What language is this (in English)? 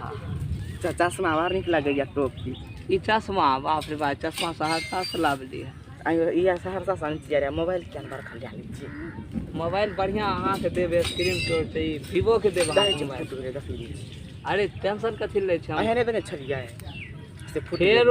Maithili